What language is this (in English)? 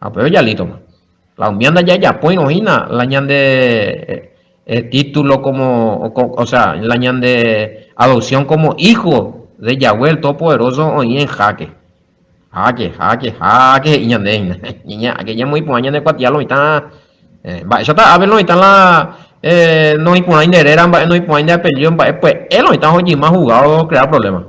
Guarani